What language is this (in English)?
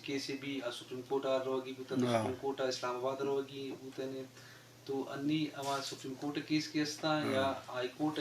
Eastern Balochi